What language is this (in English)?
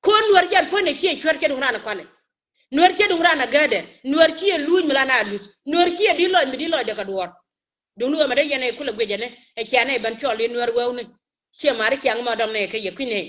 Nuer